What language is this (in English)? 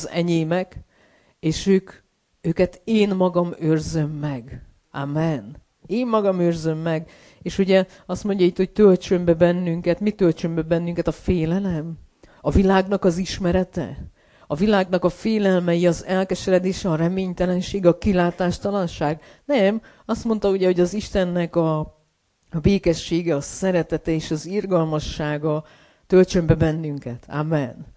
Hungarian